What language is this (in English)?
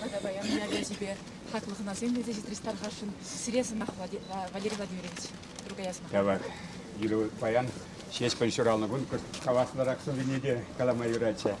Chuvash